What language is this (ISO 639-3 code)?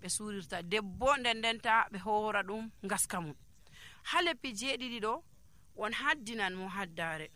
fuv